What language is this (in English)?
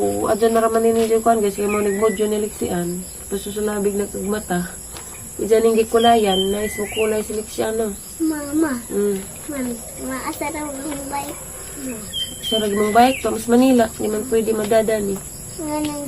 Cebuano